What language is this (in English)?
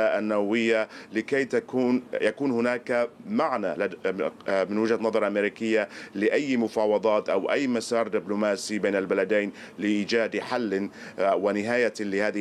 Arabic